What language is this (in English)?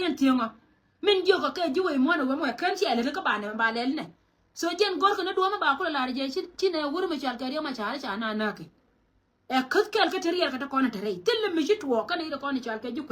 Nuer